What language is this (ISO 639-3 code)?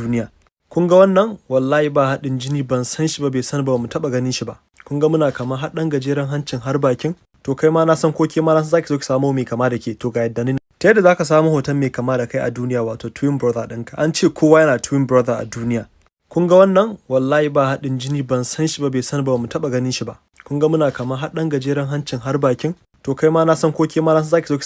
hau